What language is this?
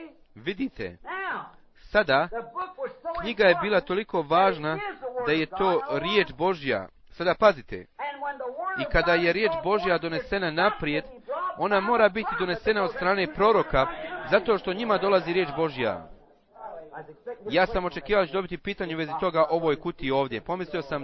Bosnian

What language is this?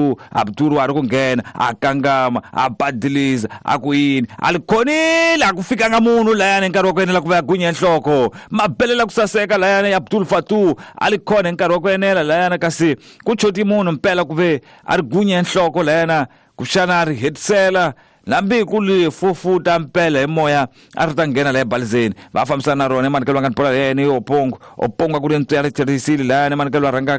Tsonga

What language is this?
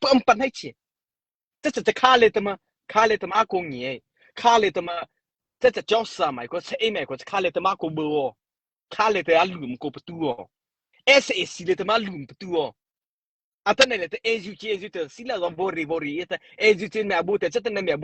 Mara Chin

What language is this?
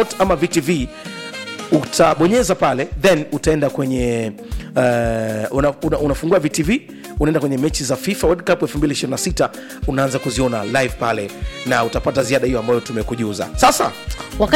Swahili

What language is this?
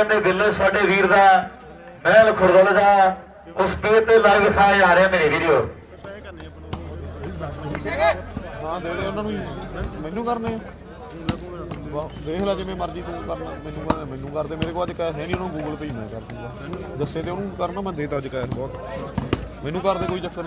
Punjabi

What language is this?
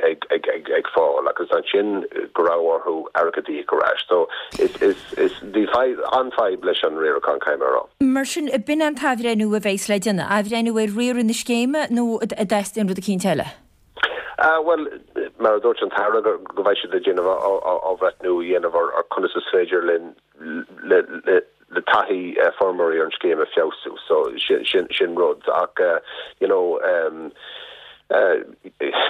Irish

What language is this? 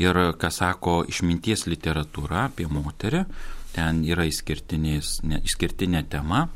Lithuanian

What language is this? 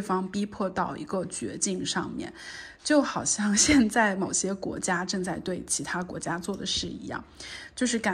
Chinese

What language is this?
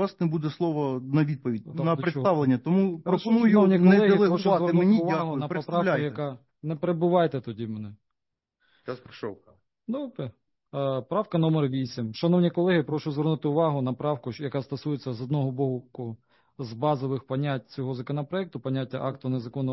Ukrainian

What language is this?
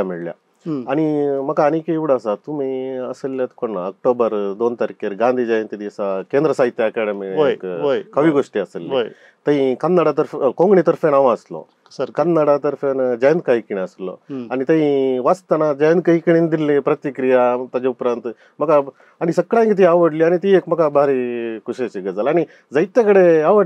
Konkani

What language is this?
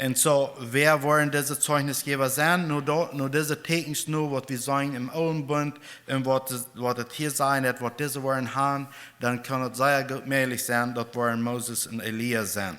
Plautdietsch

